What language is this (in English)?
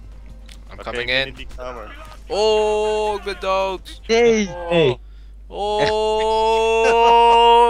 Dutch